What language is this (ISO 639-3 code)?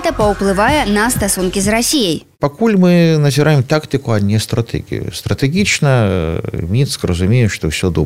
bel